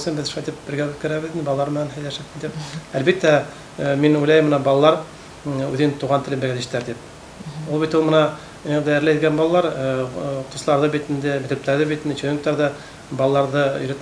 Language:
Bashkir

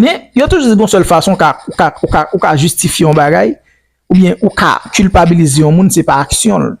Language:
Haitian Creole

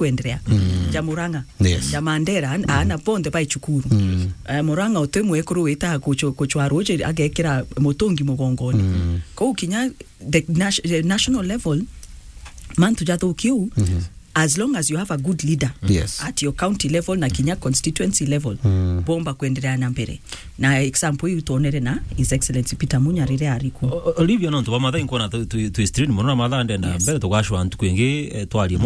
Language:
Meru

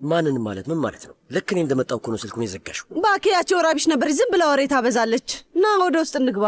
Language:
Amharic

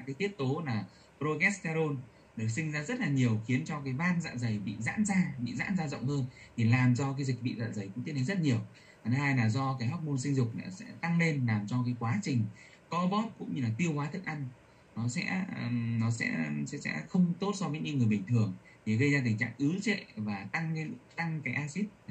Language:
Vietnamese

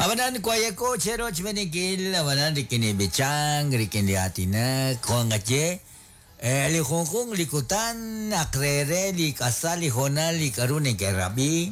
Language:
Kekchí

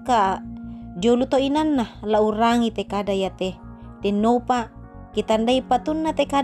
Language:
Toraja-Sa'dan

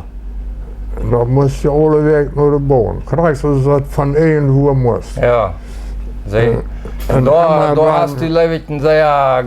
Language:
Plautdietsch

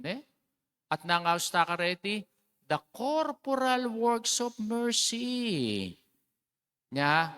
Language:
Pampanga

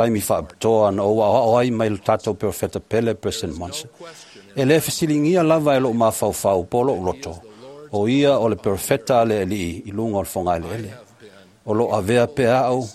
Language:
Samoan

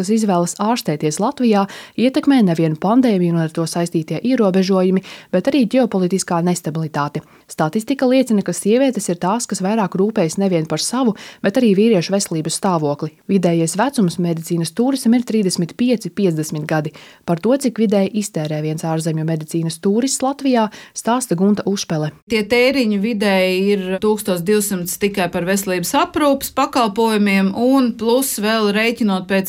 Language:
Latvian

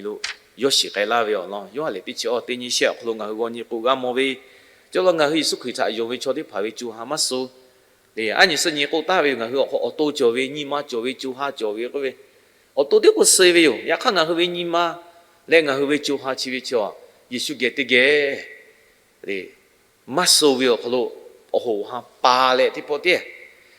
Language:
Lahu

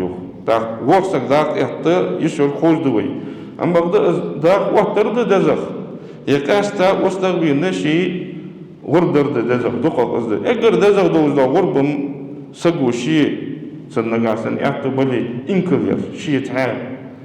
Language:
Ingush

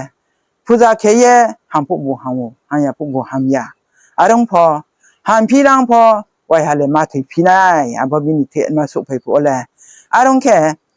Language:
Riang (India)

